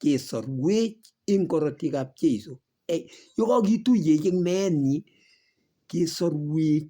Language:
Kalenjin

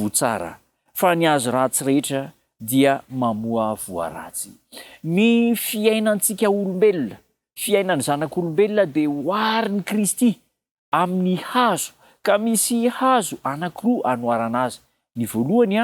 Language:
Malagasy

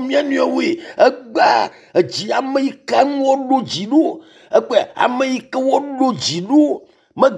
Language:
Ewe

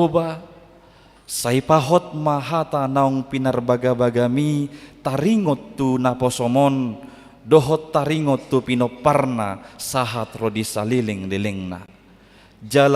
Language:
Batak Toba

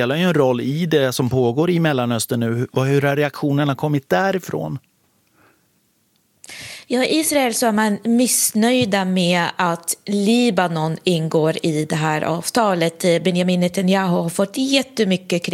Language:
Swedish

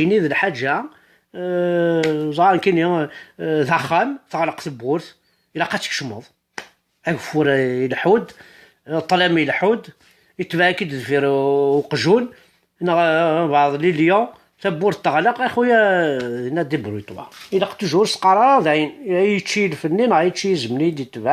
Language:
Kabyle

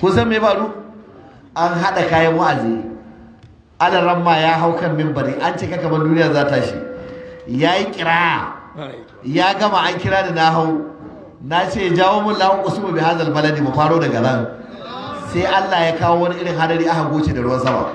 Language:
Hausa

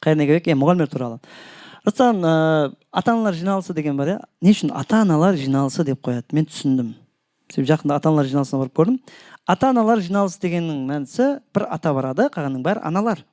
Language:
Kara-Kalpak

